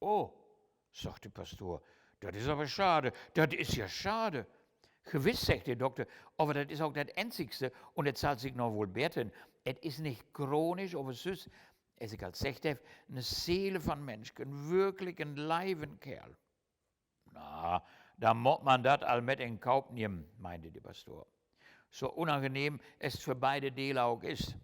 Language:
Low German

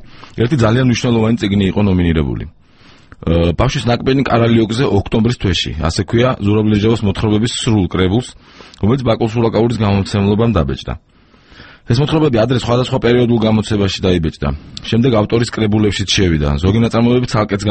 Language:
Georgian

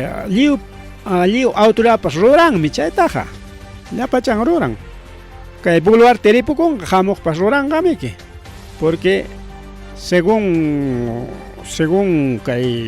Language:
Ayacucho Quechua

